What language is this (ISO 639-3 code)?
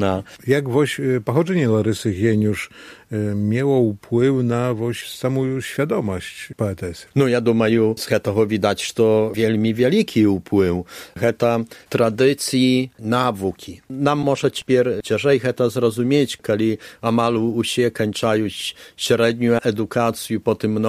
bel